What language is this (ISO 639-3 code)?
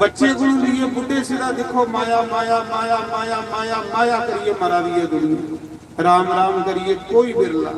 doi